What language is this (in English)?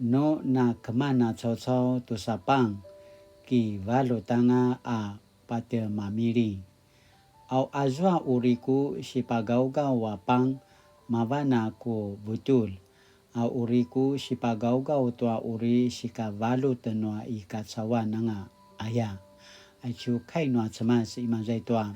Paiwan